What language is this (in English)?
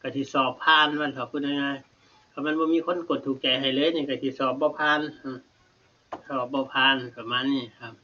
Northeastern Thai